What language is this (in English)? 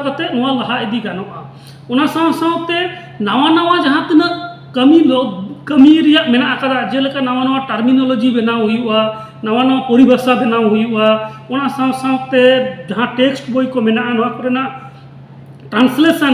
Santali